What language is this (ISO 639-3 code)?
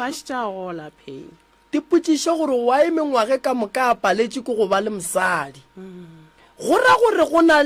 nso